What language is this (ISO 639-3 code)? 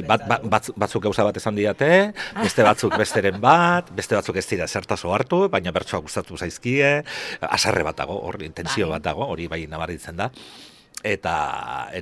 eus